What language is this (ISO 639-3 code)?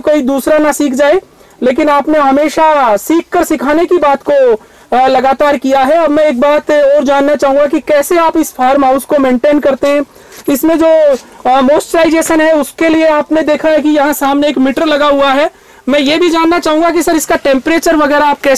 hin